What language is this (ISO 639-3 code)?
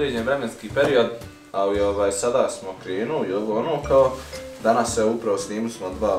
bos